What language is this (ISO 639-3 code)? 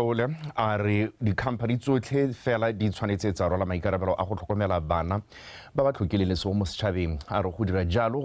tsn